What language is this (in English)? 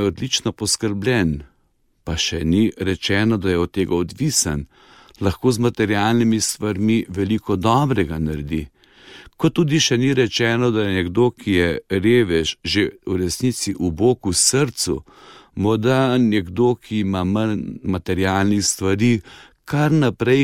Slovenian